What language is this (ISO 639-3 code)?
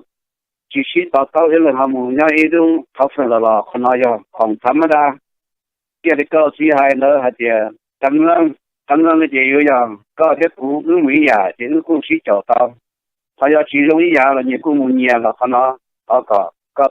hmn